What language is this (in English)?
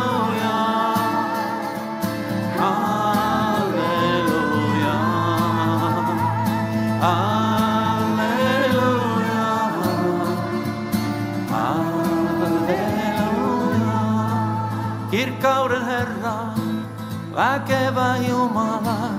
Finnish